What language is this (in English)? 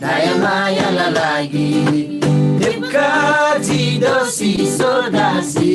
Eastern Tamang